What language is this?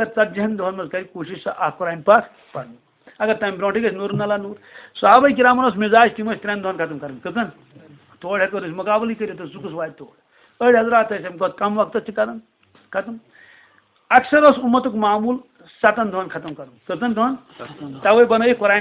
Kashmiri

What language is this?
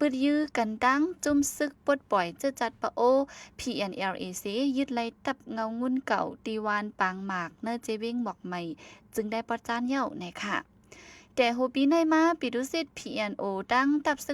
Shan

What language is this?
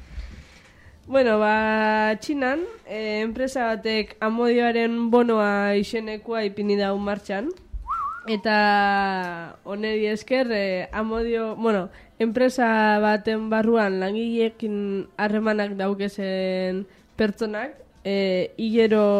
Basque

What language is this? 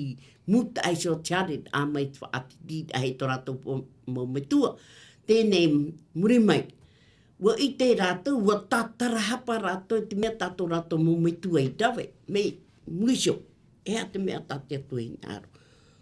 Tahitian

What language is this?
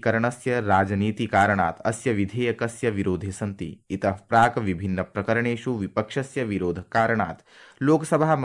Sanskrit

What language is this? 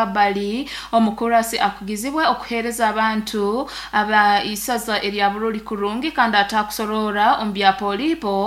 Nyoro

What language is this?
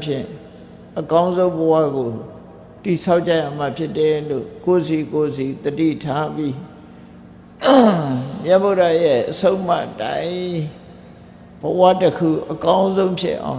Burmese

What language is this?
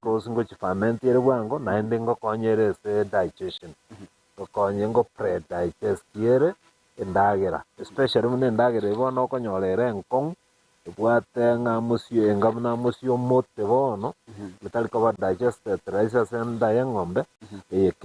Gusii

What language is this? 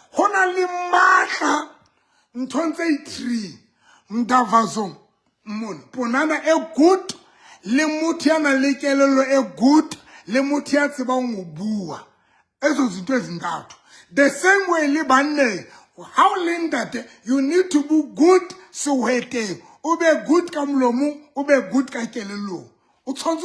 Southern Sotho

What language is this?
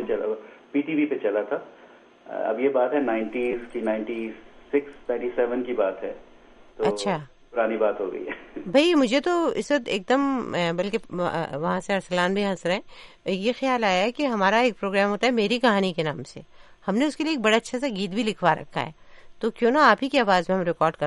Urdu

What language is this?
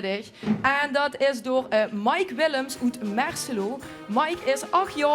Limburgish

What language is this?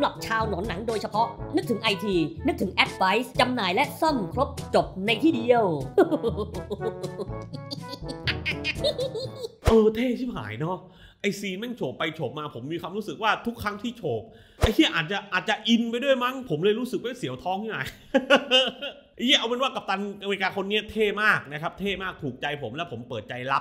Thai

